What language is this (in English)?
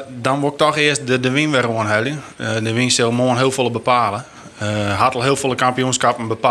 Western Frisian